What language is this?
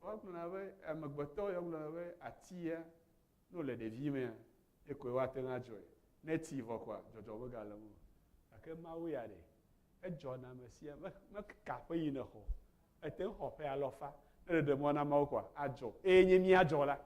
Ewe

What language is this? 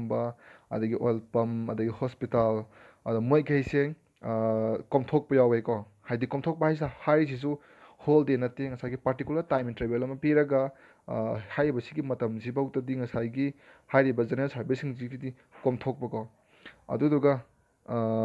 Manipuri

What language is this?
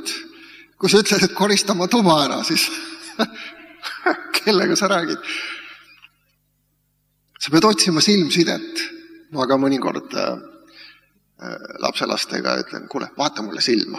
Estonian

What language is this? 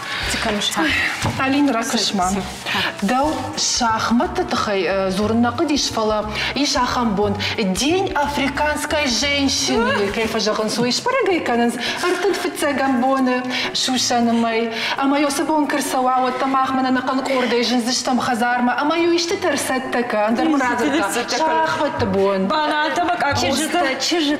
Ossetic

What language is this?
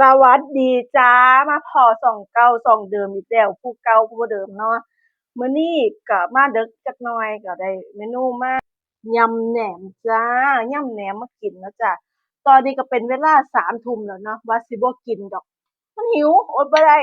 Northeastern Thai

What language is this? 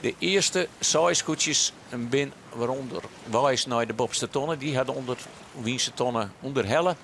Western Frisian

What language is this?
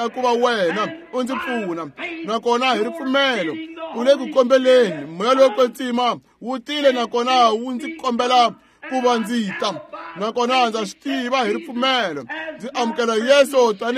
Tsonga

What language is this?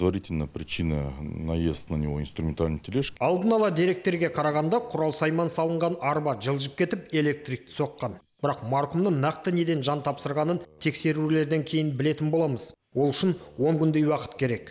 Kazakh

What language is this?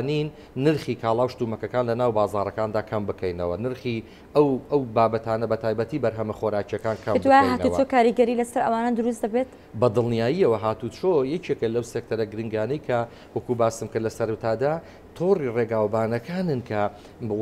Central Kurdish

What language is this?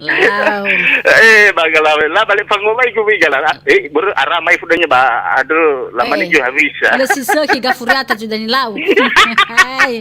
Nias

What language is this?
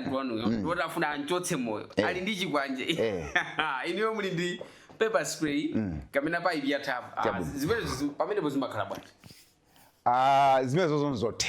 Nyanja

